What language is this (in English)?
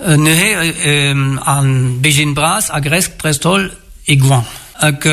Breton